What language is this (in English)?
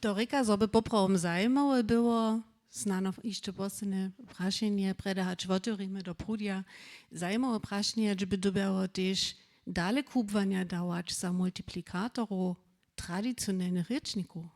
Upper Sorbian